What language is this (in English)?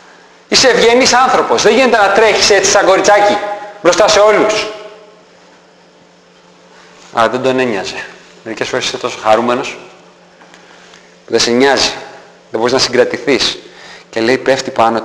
Greek